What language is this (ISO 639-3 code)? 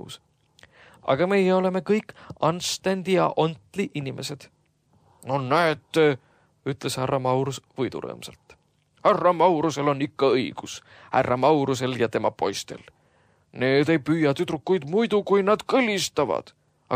est